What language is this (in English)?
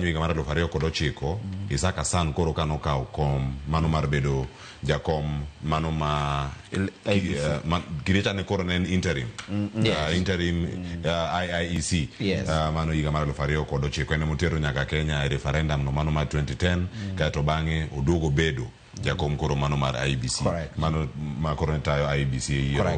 Luo (Kenya and Tanzania)